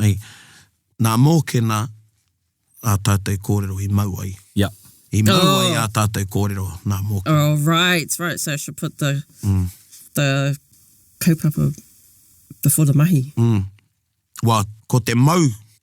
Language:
Māori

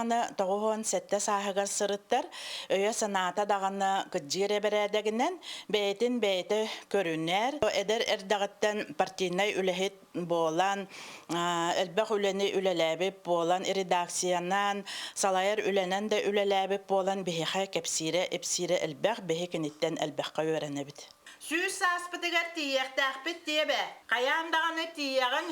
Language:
Yakut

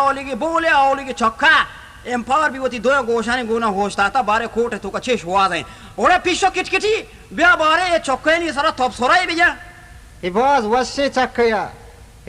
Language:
Baluchi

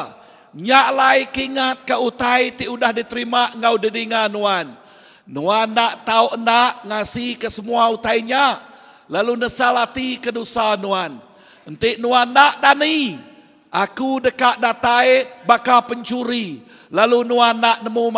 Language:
Iban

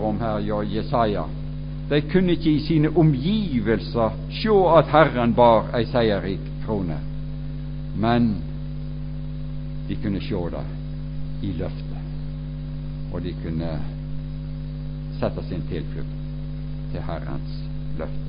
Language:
Norwegian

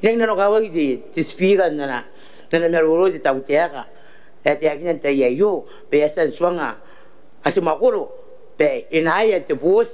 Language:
Gilbertese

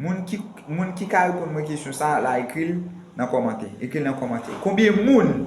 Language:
Haitian Creole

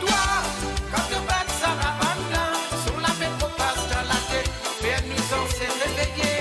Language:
Morisyen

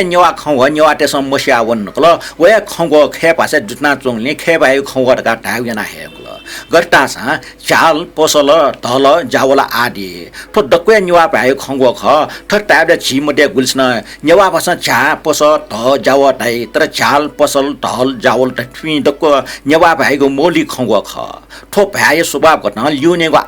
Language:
Newari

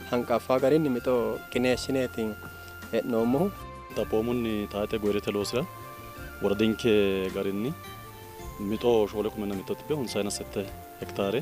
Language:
Sidamo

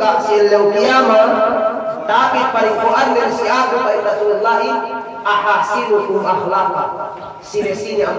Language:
Yakan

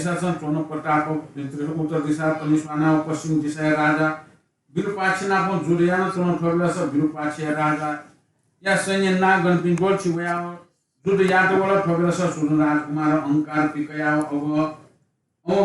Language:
Newari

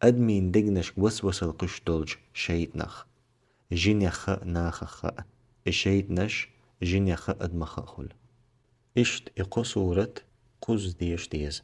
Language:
Chechen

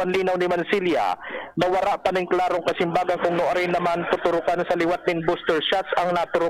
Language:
Bikol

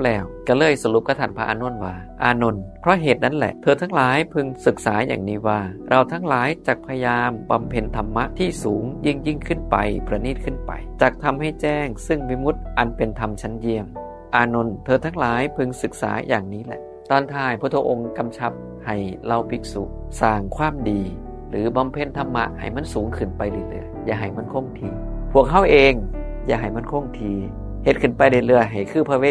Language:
Northeastern Thai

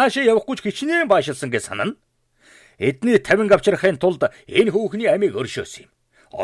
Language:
Mongolian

